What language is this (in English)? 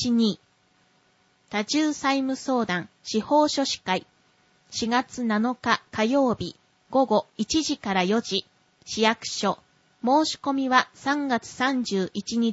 Japanese